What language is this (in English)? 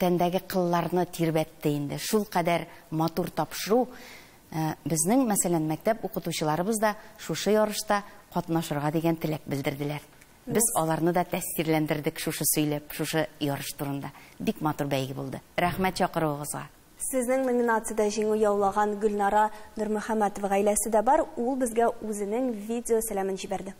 Tatar